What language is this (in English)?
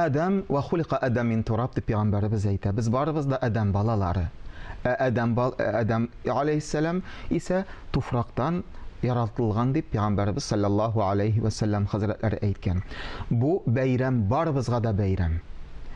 Tatar